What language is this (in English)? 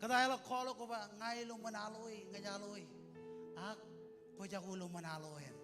Marshallese